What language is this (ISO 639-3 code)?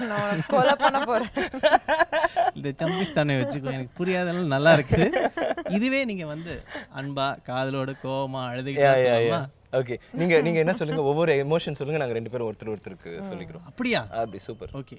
tam